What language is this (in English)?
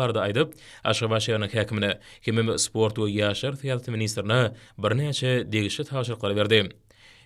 Turkmen